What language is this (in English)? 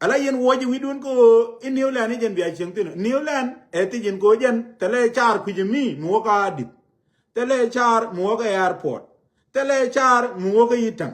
Nuer